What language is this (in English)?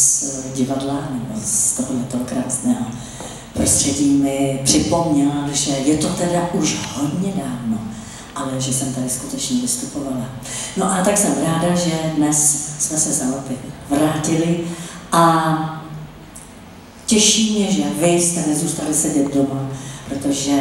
Czech